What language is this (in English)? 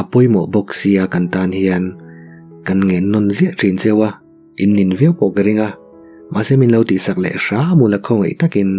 Mizo